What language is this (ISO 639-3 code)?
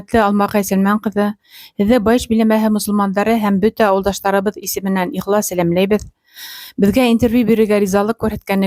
bak